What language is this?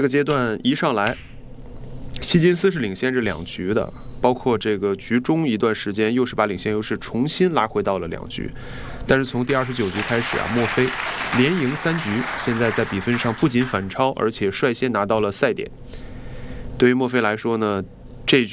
Chinese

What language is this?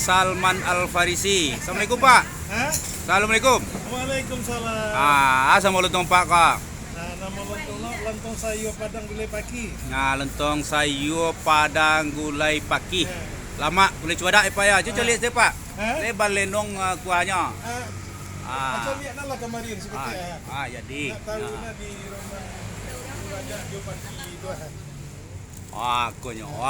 Minangkabau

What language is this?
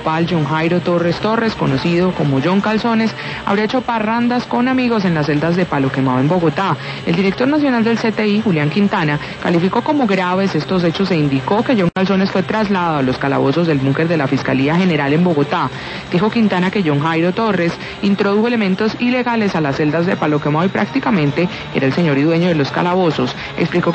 Spanish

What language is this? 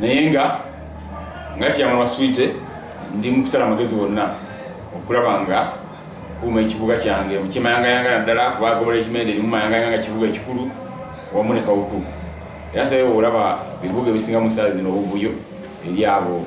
Ganda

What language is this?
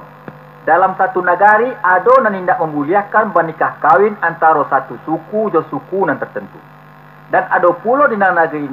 Minangkabau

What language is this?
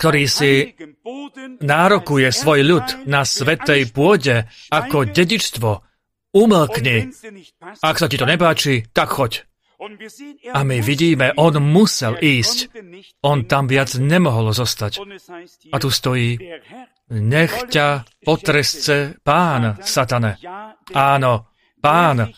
Slovak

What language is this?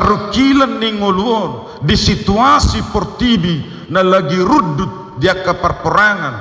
Batak Toba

